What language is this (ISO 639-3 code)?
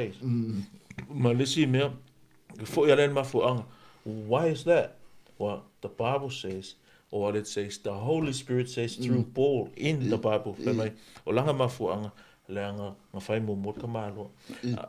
smo